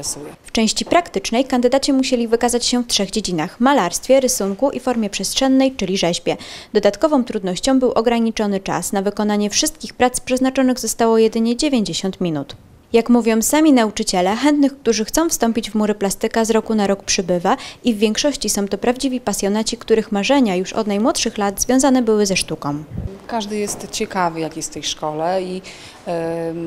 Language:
Polish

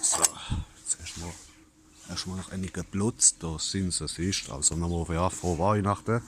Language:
Palatine German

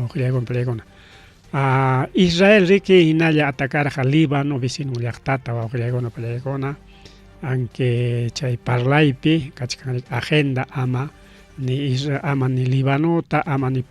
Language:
Ayacucho Quechua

